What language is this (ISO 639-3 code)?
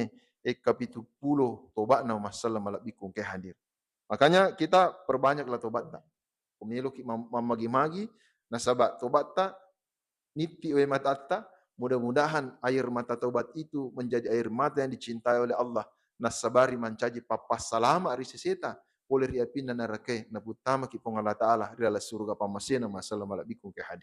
bug